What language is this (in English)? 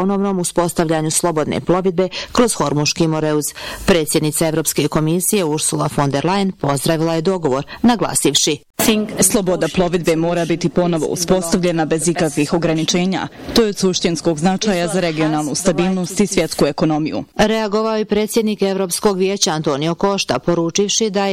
Bosnian